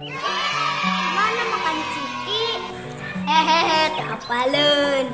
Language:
Sundanese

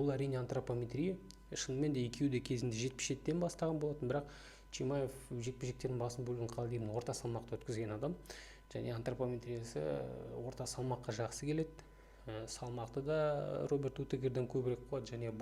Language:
Kazakh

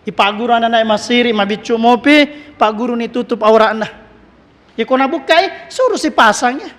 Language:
Buginese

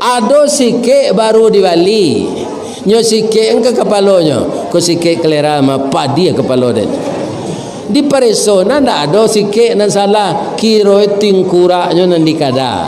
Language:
Minangkabau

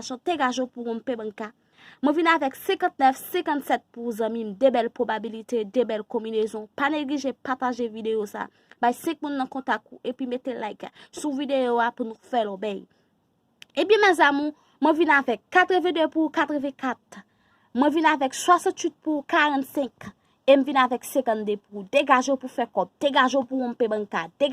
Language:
Haitian Creole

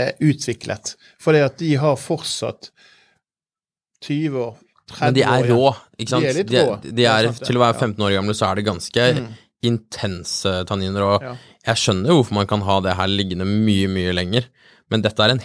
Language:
Norwegian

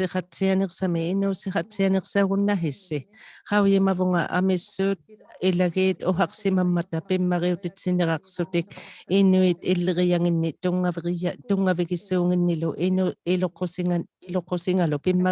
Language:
Inuktitut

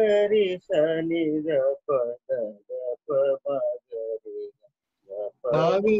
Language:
Telugu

